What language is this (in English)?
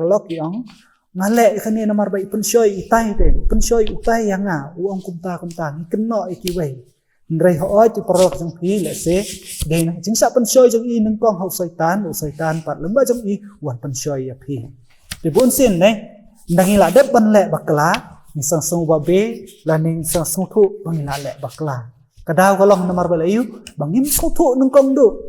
Khasi